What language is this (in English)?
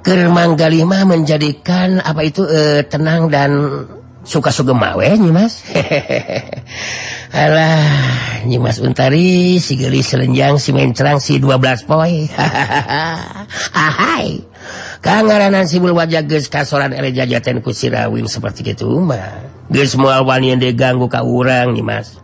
Sundanese